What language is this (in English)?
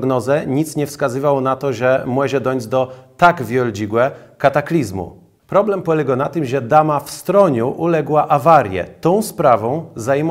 Kashubian